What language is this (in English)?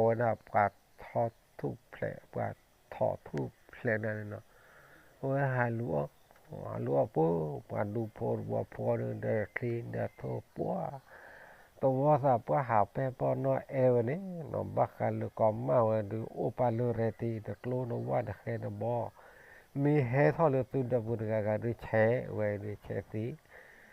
S'gaw Karen